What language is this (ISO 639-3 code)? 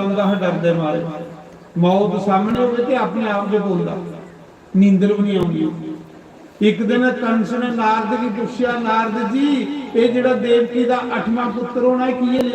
doi